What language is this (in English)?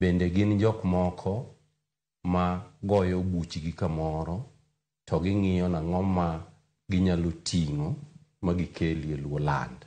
Luo (Kenya and Tanzania)